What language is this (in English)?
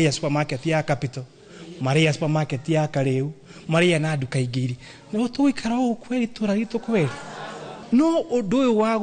Kikuyu